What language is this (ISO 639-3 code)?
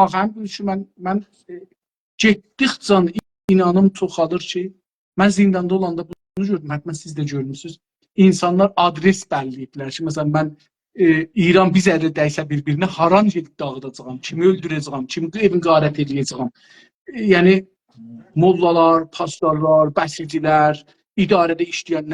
azb